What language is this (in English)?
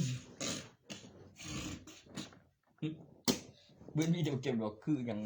Northeastern Thai